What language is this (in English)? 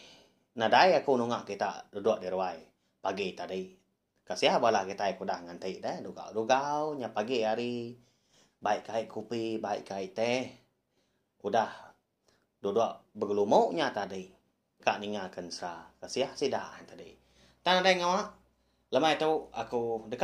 Iban